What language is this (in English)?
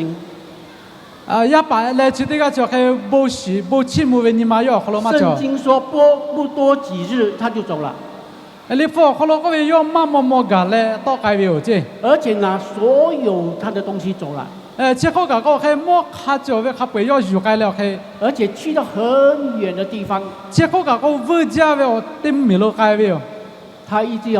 Lahu